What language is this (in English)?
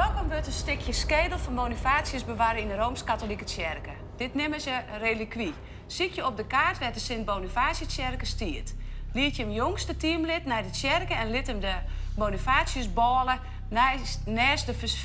Western Frisian